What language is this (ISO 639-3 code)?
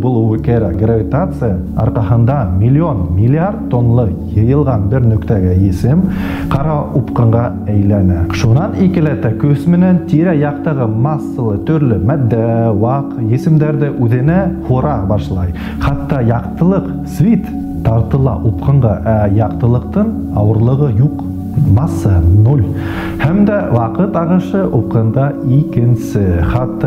bak